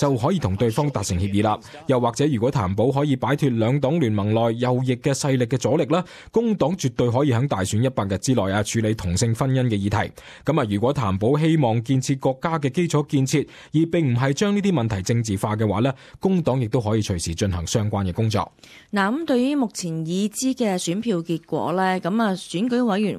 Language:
Cantonese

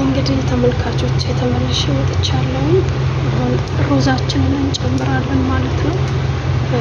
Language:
Amharic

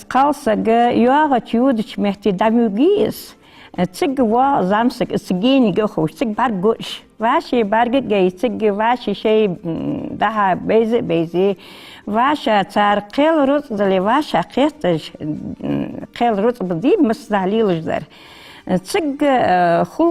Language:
Ingush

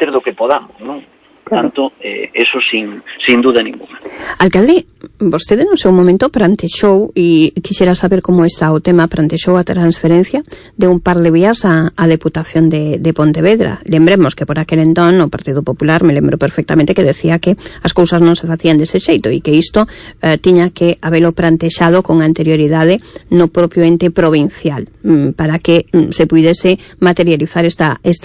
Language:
Galician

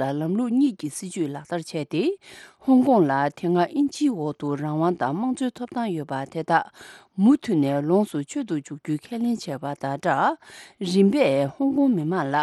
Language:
Tibetan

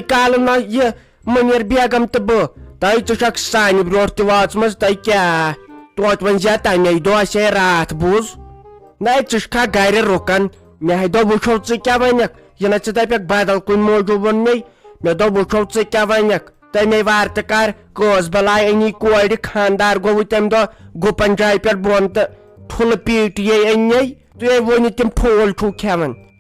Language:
Kashmiri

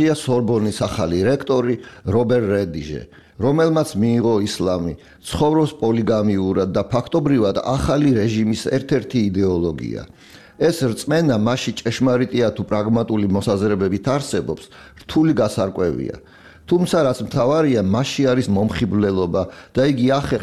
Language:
Georgian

